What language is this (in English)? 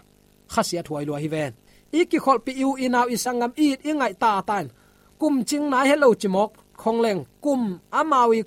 Tedim Chin